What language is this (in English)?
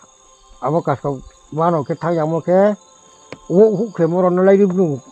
Riang (India)